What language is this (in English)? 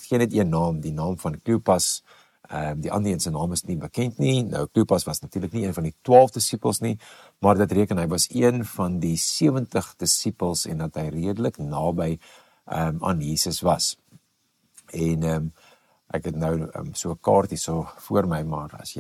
Afrikaans